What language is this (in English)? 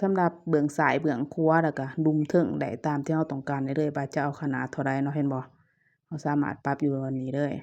Lao